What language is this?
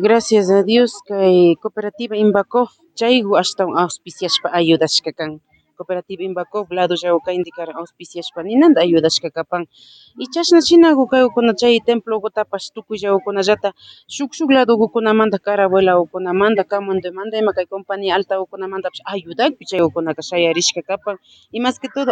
Imbabura Highland Quichua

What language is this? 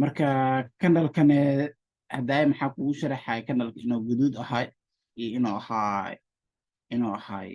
Somali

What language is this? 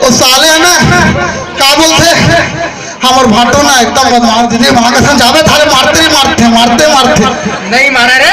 Chhattisgarhi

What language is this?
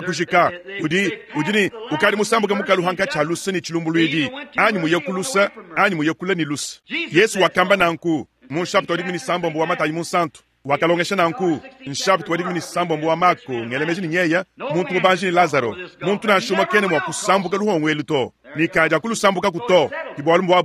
Luba-Lulua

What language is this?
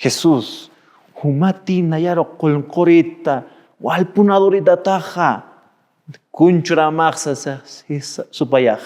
Aymara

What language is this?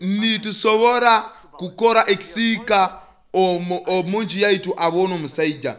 Nyoro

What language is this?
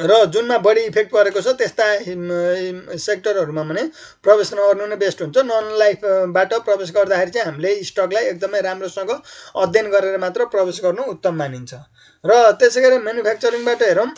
Nepali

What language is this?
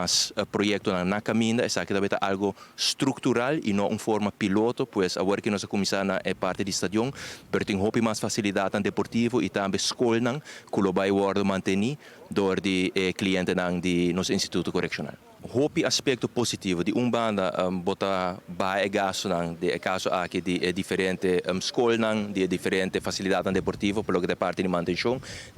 Papiamento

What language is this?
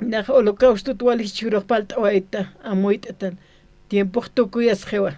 Aymara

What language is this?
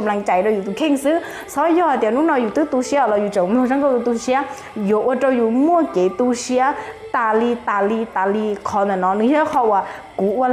Hmong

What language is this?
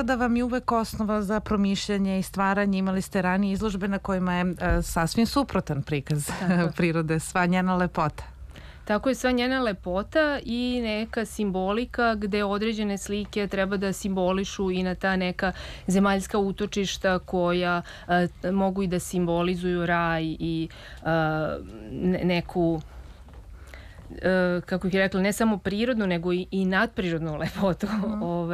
Serbian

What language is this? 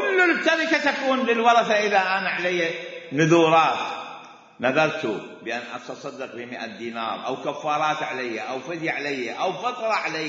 Mesopotamian Arabic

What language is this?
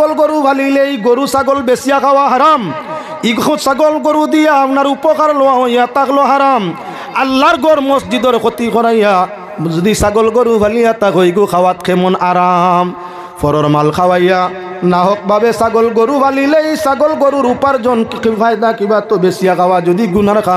Sylheti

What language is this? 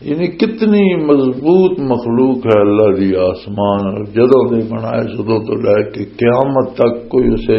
Western Panjabi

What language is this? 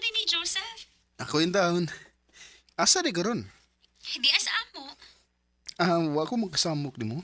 Cebuano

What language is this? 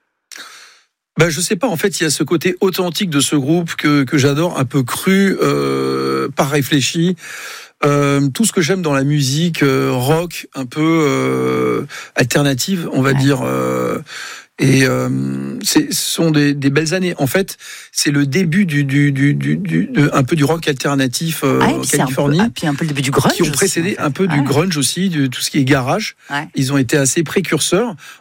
French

